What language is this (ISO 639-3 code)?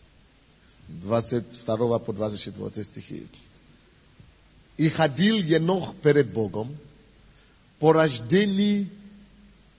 rus